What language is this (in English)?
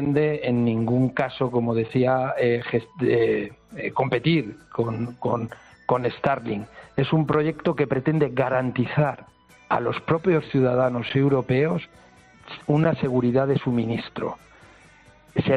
Spanish